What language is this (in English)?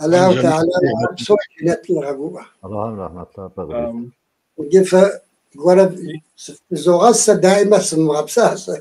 Kabardian